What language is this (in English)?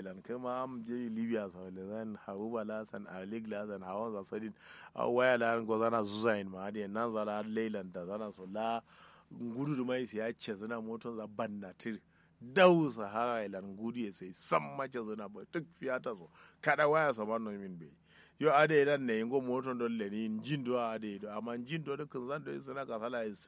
Kanuri